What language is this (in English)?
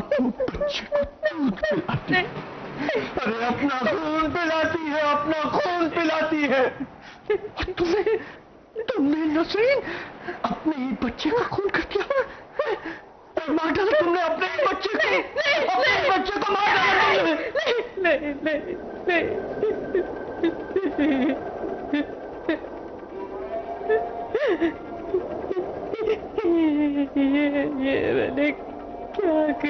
Hindi